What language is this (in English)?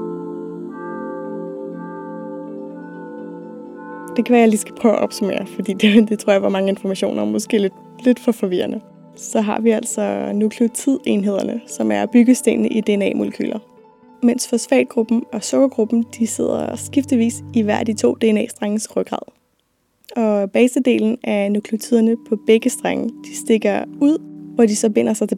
Danish